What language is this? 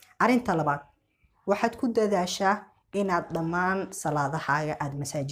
Somali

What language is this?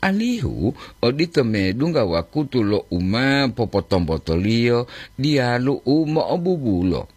Gorontalo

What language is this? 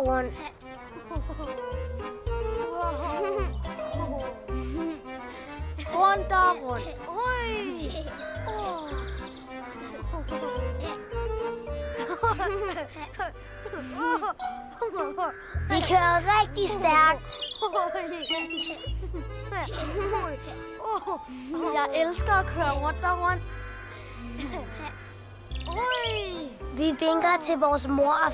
Danish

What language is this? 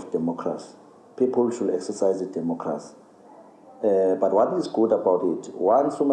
Zulu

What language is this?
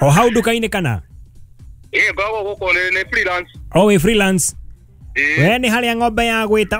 Kikuyu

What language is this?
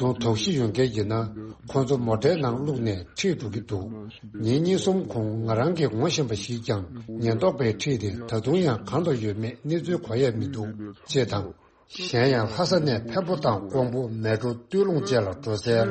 Tibetan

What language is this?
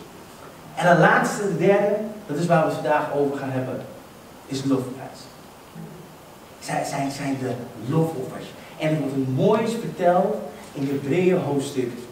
Dutch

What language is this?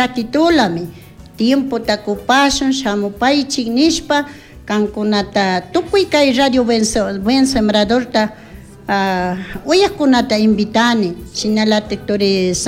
Chimborazo Highland Quichua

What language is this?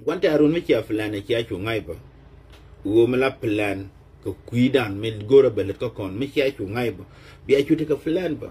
Nuer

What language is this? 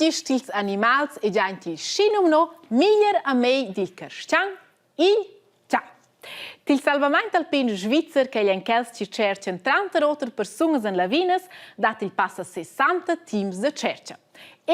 Romansh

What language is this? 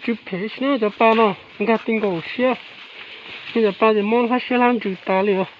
Hmong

